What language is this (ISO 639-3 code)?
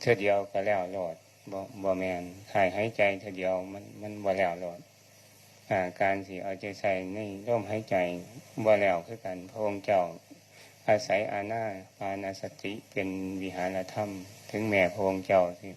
tts